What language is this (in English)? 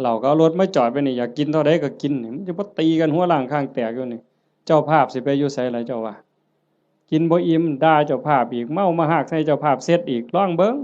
Northeastern Thai